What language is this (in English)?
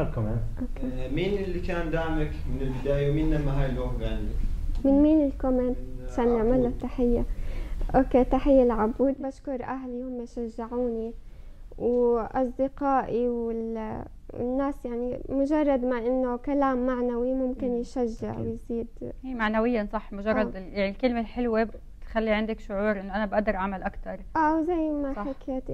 North Levantine Arabic